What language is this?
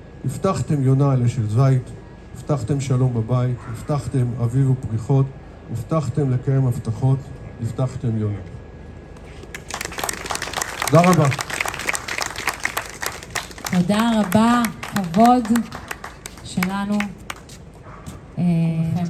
Hebrew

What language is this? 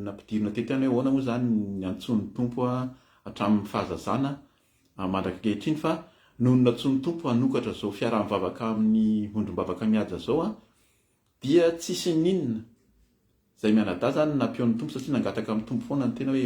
Malagasy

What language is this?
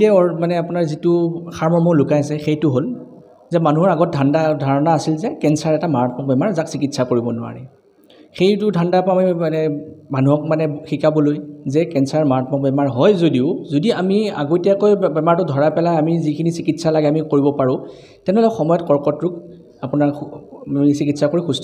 Assamese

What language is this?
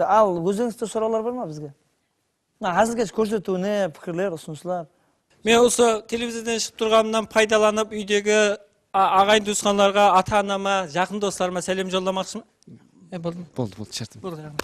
Kara-Kalpak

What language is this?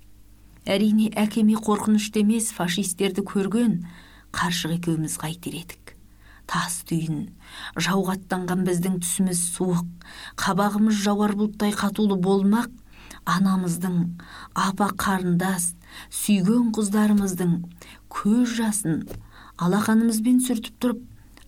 Kazakh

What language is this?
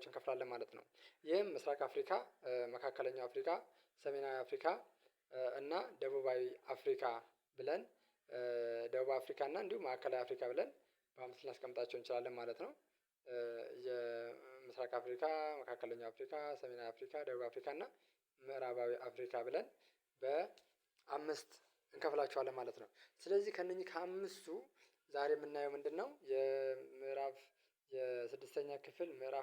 Amharic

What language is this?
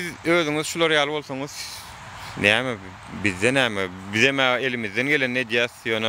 Turkmen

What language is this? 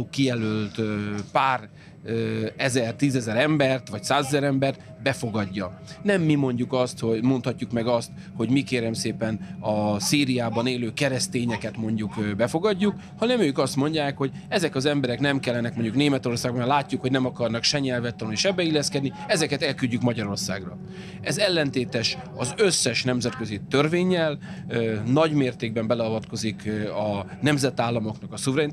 Hungarian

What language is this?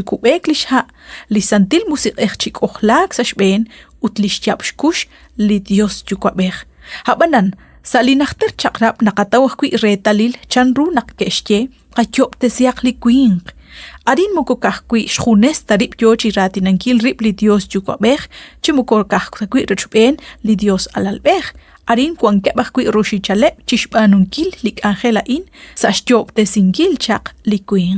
Kekchí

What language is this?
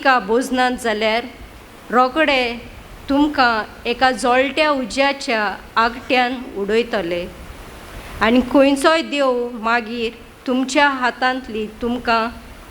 Konkani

